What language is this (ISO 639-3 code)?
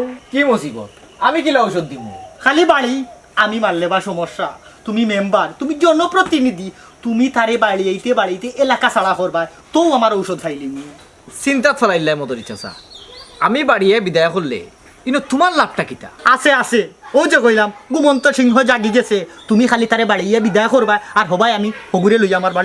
syl